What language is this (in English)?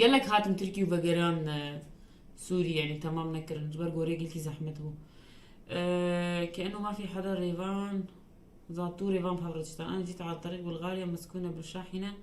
North Levantine Arabic